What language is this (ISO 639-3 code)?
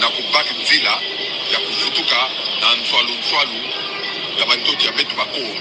mkw